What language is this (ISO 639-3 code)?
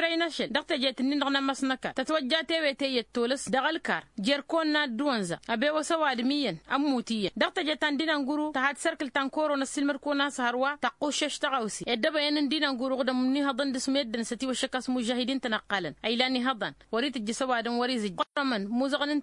taq